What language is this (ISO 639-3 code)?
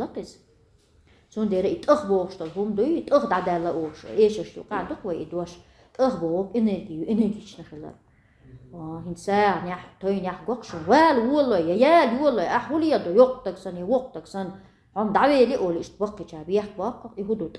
che